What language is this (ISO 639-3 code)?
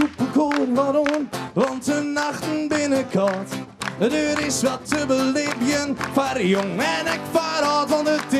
fry